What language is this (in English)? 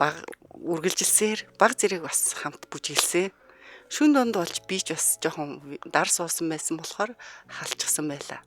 Mongolian